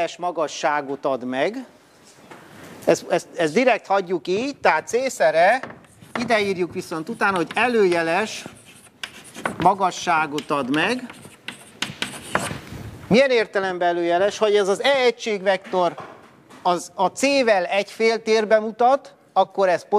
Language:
Hungarian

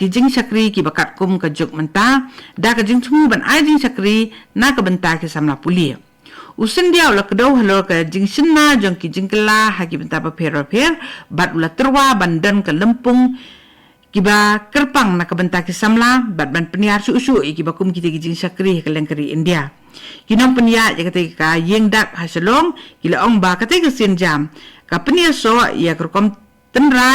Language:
Khasi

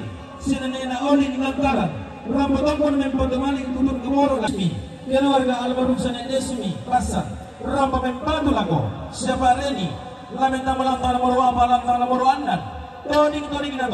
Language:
Toraja-Sa'dan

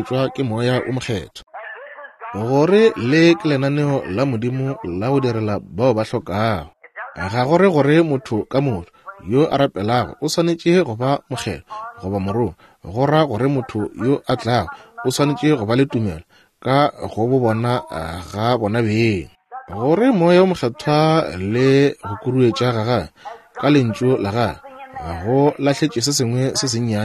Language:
Northern Sotho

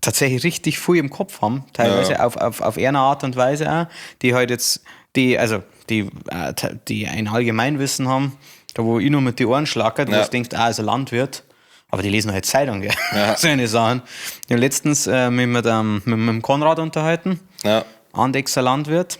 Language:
Bavarian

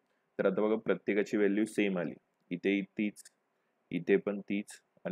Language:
Marathi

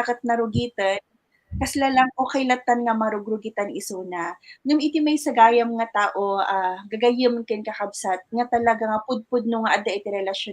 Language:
Iloko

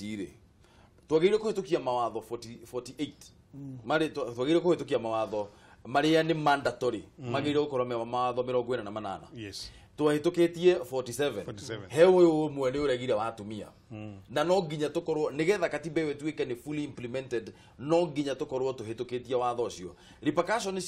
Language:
Kikuyu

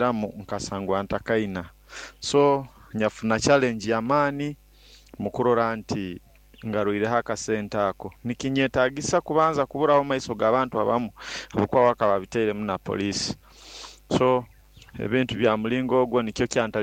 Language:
Nyoro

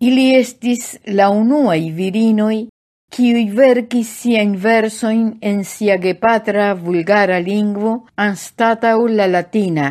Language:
Esperanto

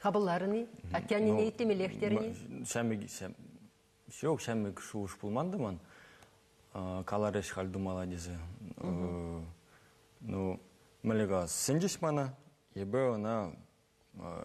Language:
Chuvash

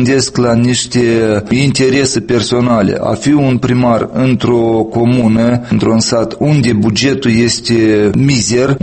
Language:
Romanian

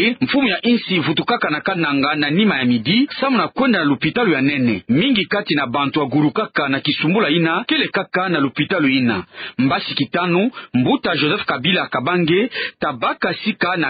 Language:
Kituba (Democratic Republic of Congo)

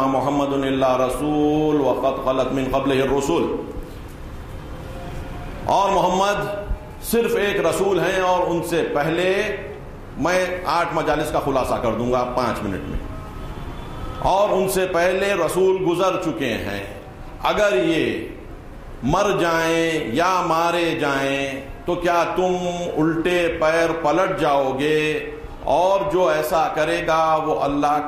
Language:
Urdu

